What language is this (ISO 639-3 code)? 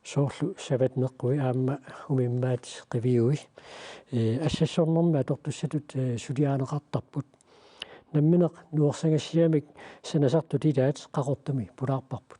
kal